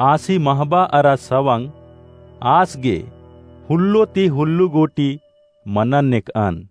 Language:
Kurukh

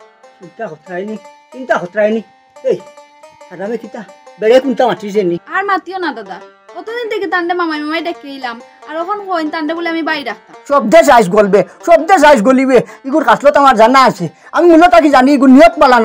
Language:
Sylheti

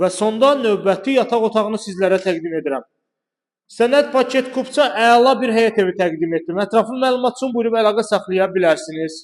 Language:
Azerbaijani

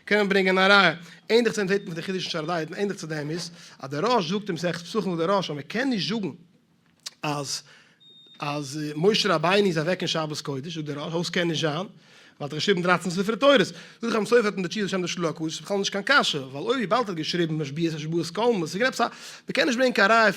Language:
Yiddish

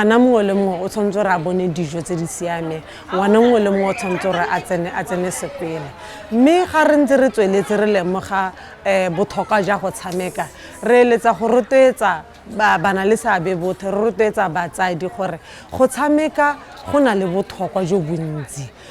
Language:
Tswana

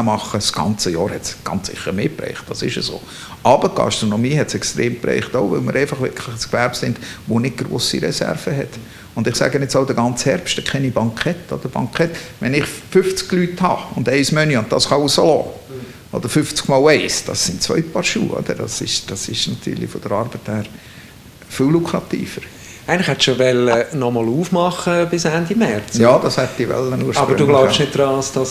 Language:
Swiss German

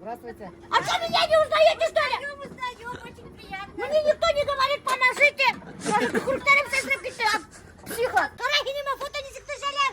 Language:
Bashkir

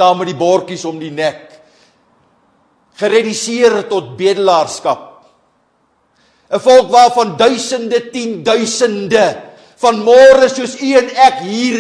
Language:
Afrikaans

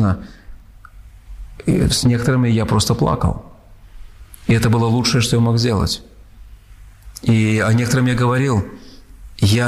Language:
Russian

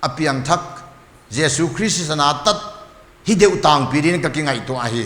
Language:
Paite Chin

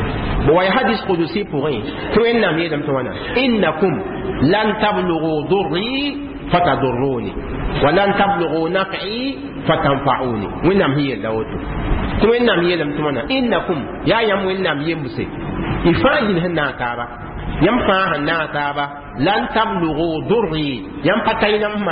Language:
Mossi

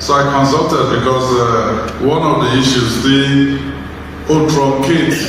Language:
Yoruba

